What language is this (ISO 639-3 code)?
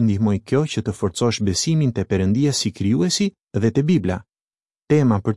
sqi